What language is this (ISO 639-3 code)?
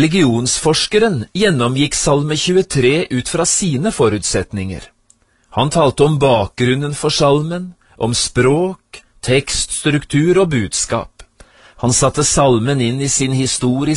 nor